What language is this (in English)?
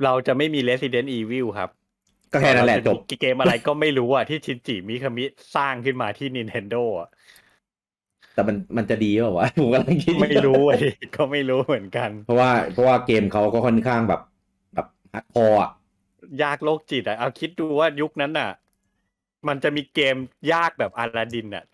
Thai